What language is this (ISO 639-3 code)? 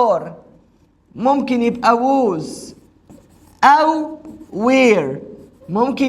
arz